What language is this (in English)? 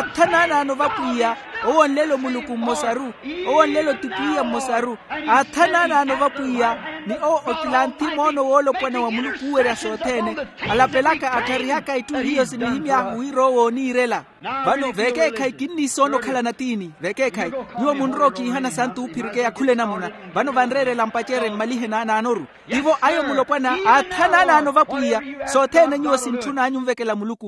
Makhuwa